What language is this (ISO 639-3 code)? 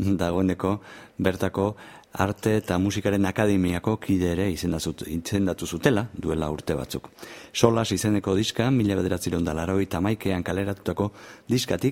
eus